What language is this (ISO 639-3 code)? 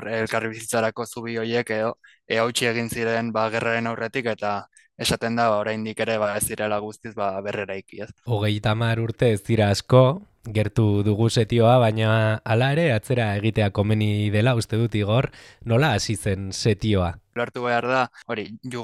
eus